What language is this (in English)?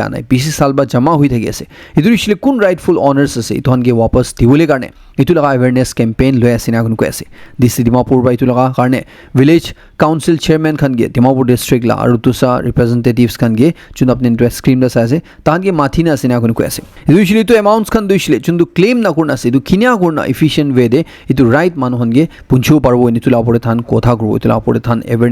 Naga Pidgin